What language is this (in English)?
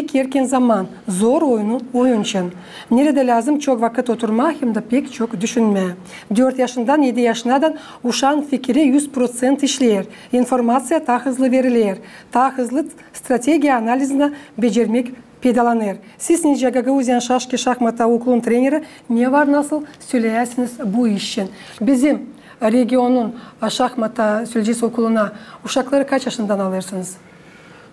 Gagauz